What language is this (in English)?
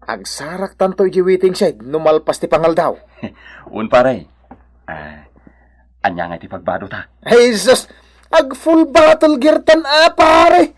Iloko